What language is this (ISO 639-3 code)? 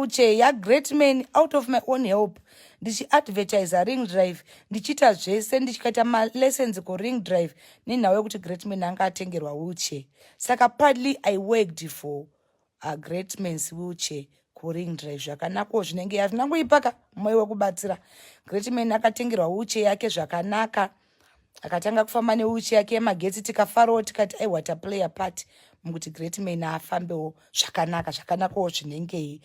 sna